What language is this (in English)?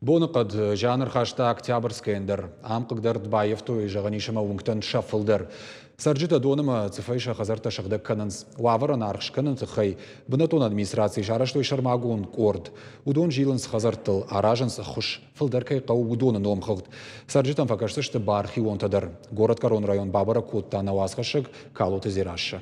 Ossetic